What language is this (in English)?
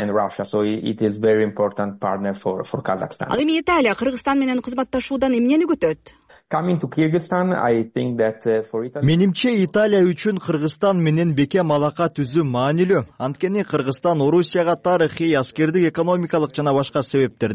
Kyrgyz